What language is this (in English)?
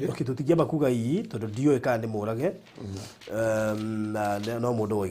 Kikuyu